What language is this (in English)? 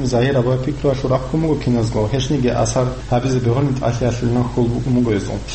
Avaric